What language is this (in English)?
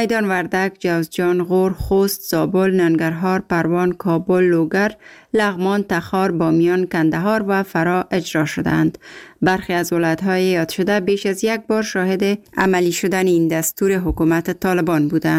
Persian